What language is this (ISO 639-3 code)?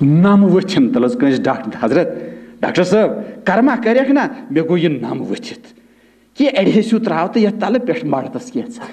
kas